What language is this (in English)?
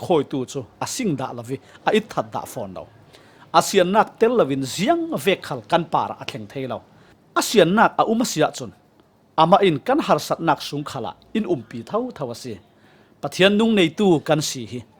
Falam Chin